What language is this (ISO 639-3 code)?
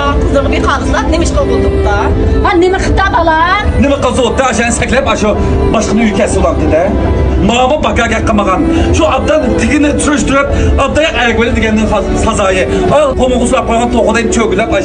uig